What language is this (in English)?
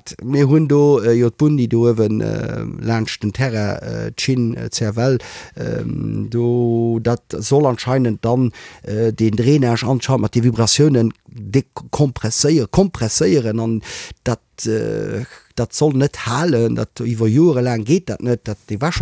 Luxembourgish